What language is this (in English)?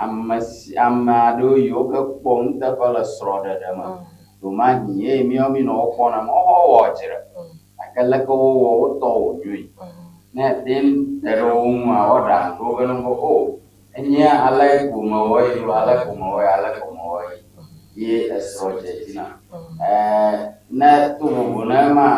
Ewe